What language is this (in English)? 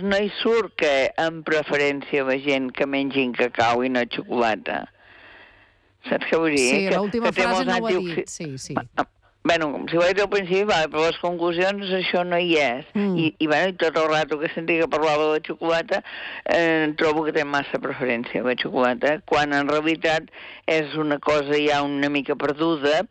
Catalan